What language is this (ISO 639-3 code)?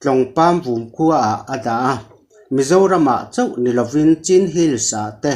lus